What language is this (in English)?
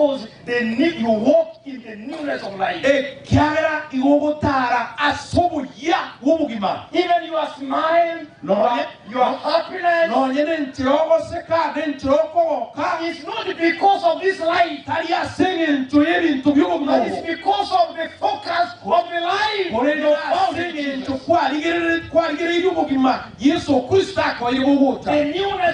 Gusii